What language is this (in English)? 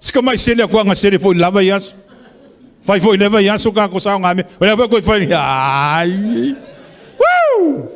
Samoan